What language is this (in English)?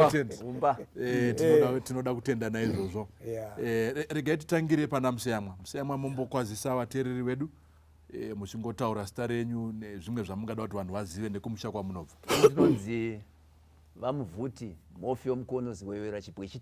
Shona